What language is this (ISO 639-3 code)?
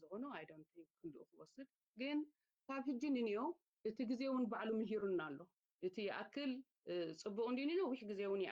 tir